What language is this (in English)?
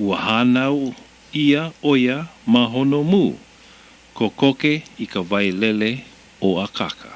Hawaiian